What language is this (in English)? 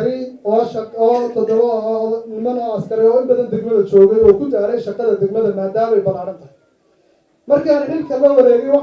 Somali